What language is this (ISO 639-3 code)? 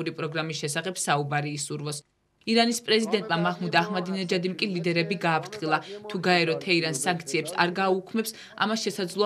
kat